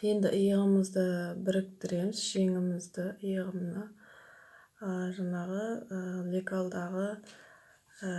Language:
Kazakh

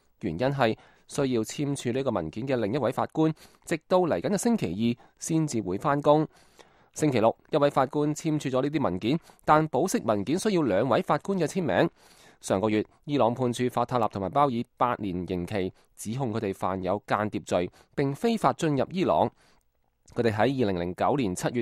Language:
Cantonese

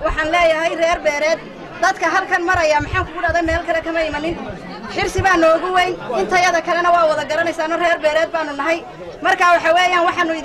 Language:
Somali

